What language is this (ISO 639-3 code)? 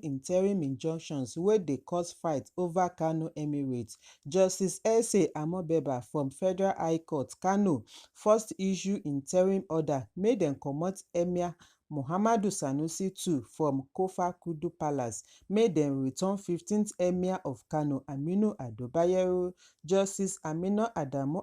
pcm